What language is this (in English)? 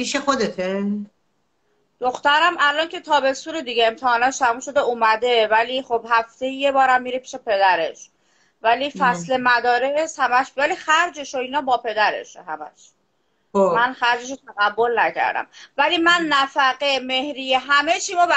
Persian